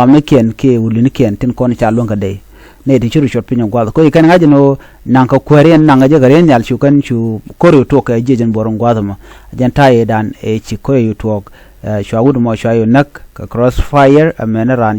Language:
Nuer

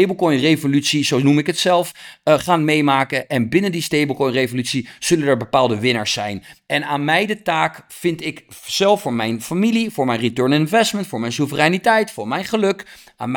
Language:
Dutch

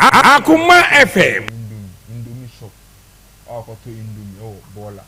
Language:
Akan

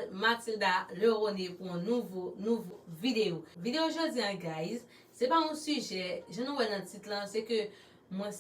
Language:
Haitian Creole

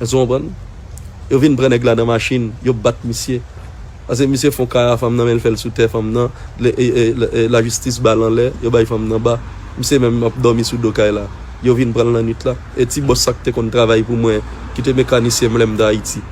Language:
Haitian Creole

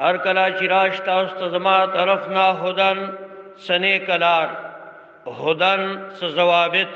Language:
Pashto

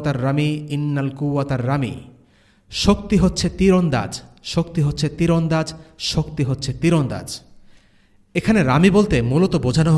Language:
Bangla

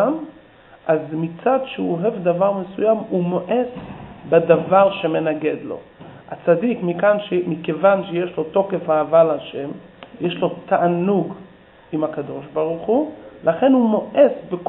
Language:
Hebrew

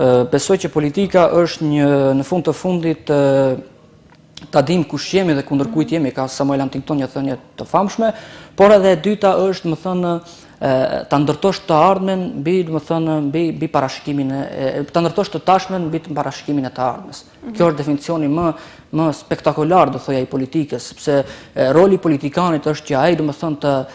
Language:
Albanian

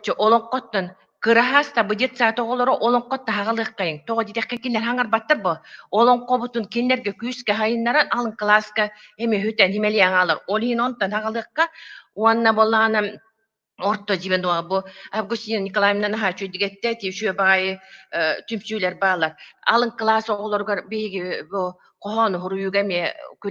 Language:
Yakut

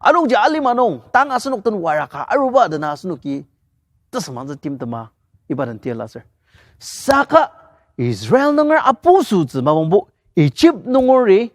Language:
Ao Naga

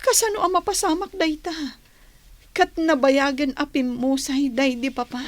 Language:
Iloko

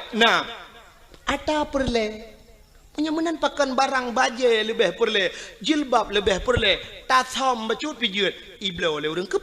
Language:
Achinese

